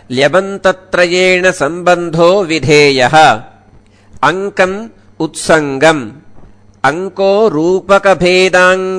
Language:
Sanskrit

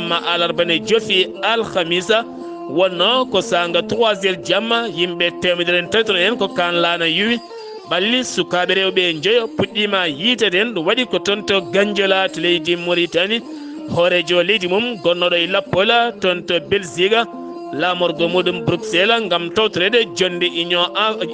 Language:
Fula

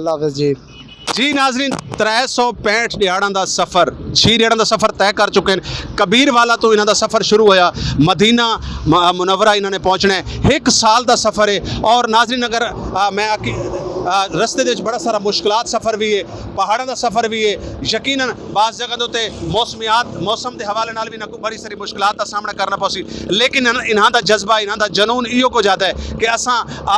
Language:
Saraiki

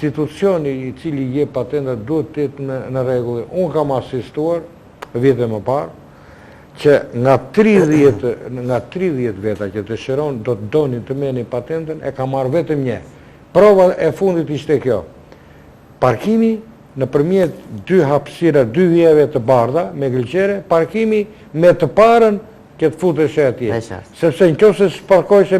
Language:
Albanian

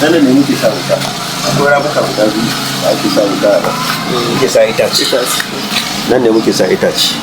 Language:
Hausa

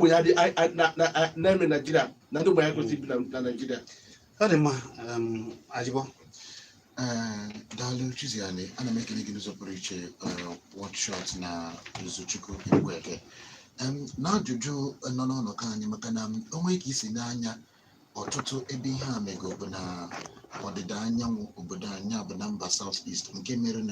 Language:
Igbo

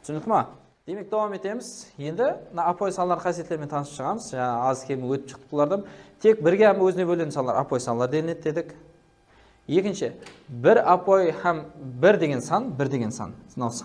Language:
Kara-Kalpak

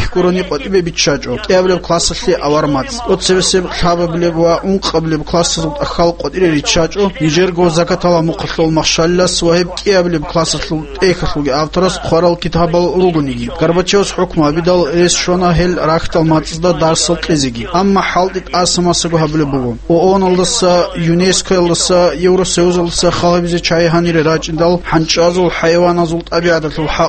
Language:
Avaric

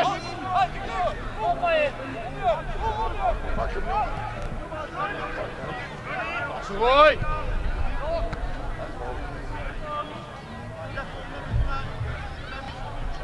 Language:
Dutch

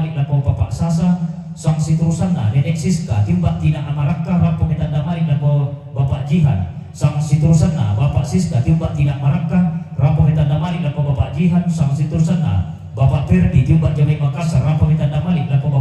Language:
Toraja-Sa'dan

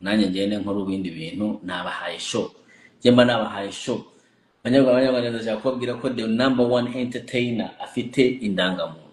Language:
Kinyarwanda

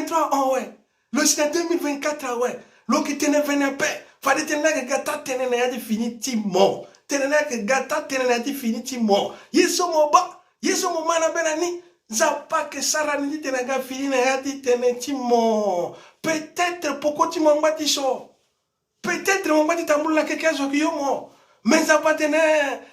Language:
Sango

